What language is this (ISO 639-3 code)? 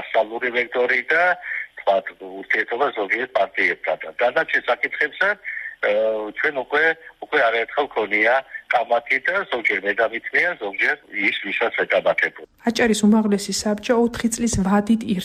kat